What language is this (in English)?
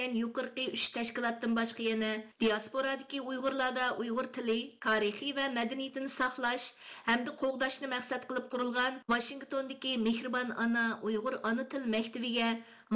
Uyghur